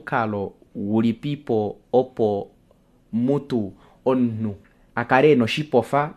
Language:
Kuanyama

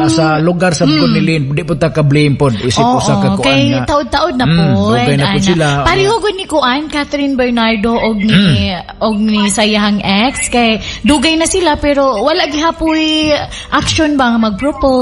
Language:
Cebuano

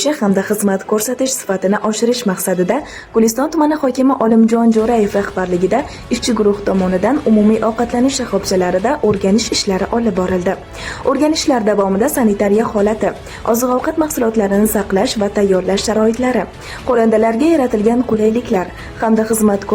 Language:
Uzbek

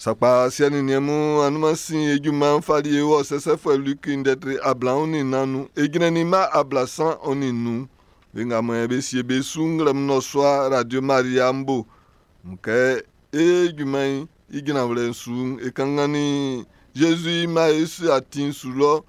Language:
Baoulé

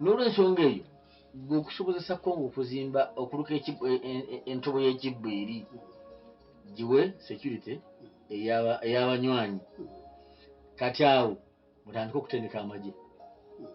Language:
Ganda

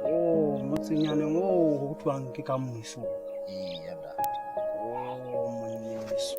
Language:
Southern Sotho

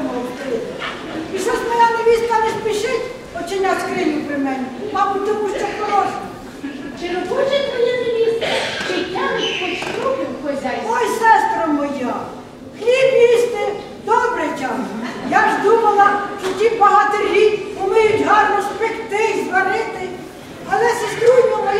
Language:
Ukrainian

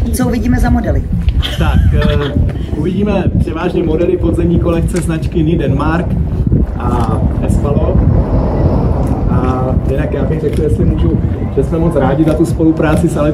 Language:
Czech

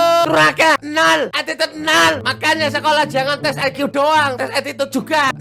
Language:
Betawi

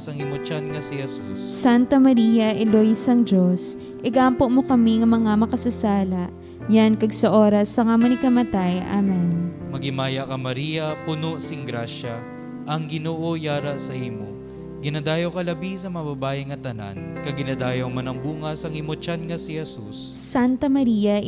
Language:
Hiligaynon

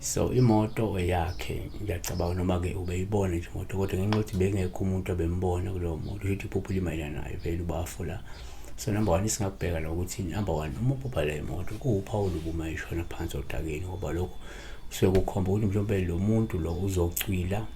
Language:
Zulu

